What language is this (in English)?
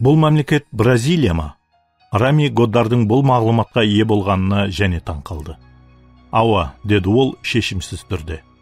Kara-Kalpak